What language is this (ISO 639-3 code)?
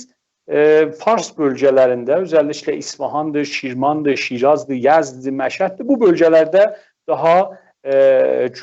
azb